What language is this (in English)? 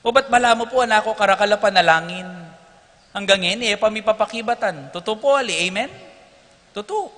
Pampanga